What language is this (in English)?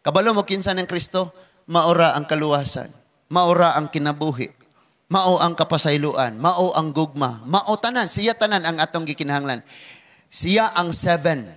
Cebuano